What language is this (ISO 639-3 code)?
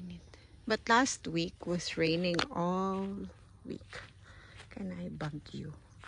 ceb